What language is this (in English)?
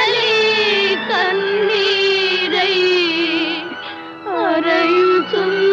Telugu